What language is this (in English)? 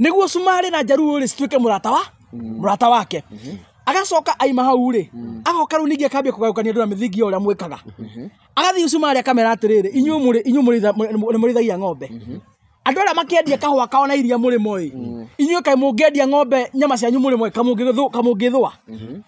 Kikuyu